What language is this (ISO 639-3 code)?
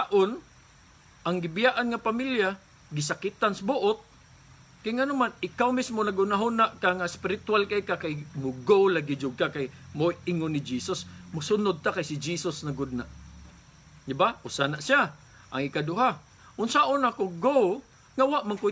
ceb